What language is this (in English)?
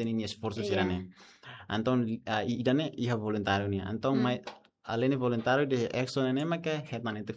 Tetum